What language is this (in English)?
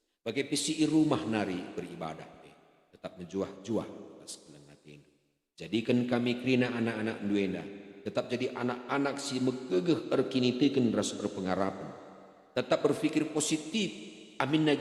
Batak Karo